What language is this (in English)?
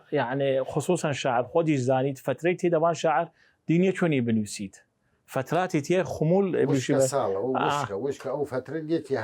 Southern Kurdish